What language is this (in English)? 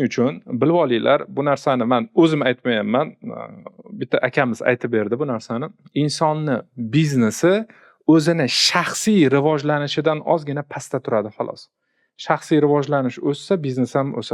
Uzbek